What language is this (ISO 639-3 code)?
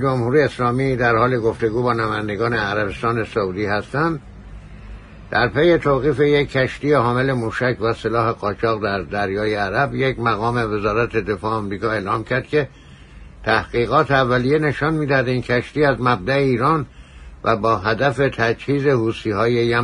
fas